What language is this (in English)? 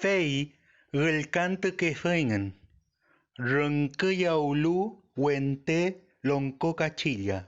Mapuche